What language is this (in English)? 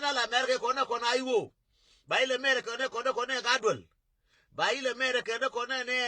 Nuer